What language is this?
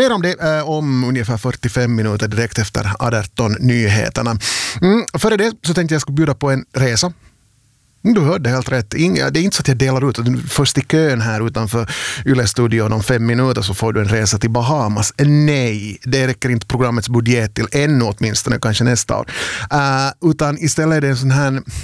Swedish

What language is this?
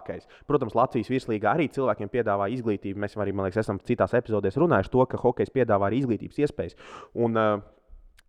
Latvian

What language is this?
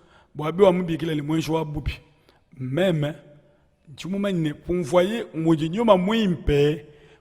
Luba-Lulua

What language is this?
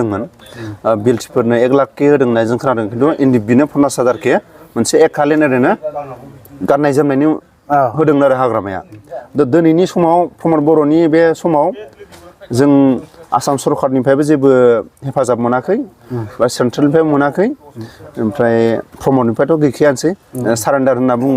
Bodo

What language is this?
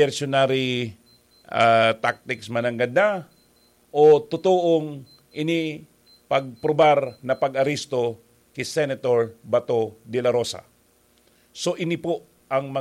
Bikol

